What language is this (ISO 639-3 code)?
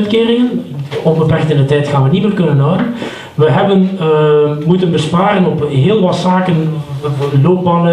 nld